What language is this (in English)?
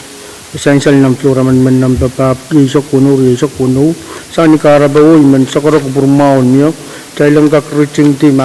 Pohnpeian